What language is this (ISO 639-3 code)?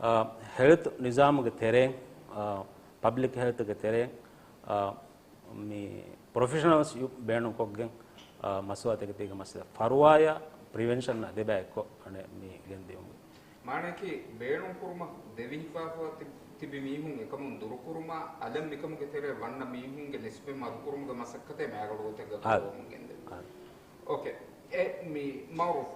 div